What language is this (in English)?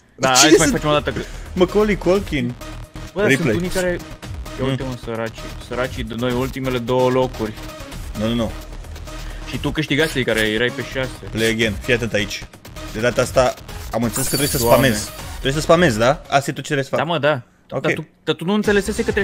Romanian